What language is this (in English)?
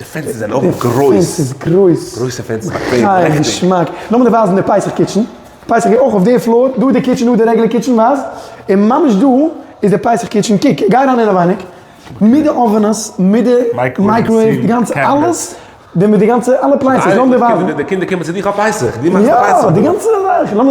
Yiddish